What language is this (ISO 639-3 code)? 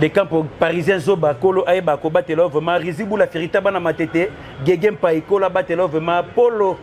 lin